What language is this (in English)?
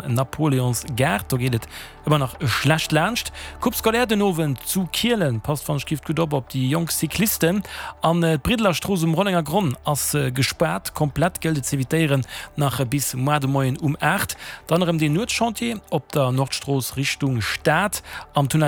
Luxembourgish